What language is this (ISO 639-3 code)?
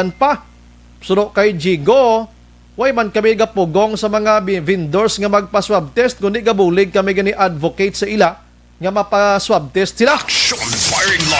hil